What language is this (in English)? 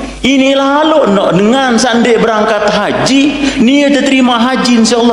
Sasak